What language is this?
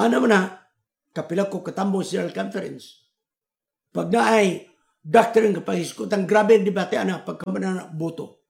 Cebuano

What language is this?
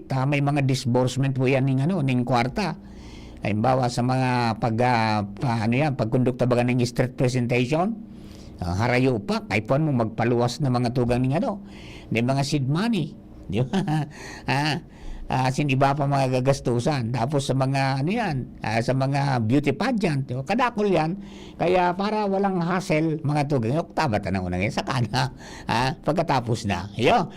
Bikol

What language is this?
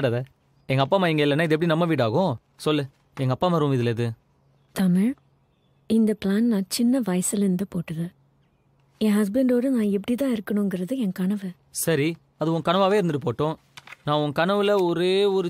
Tamil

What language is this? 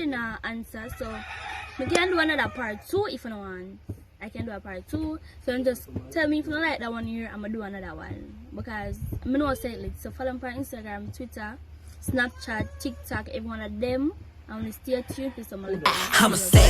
Jamaican Creole English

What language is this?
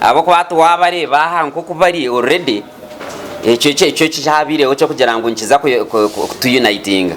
Nyankole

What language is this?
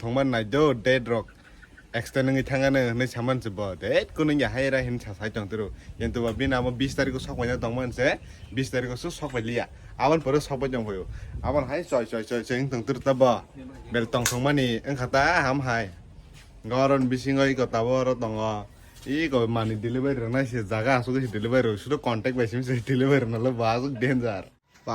Kok Borok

